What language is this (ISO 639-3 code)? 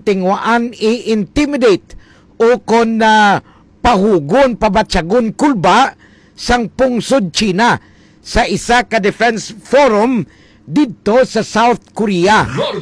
hil